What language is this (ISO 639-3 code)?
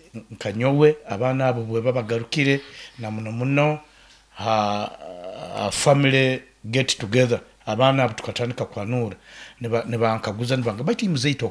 nyo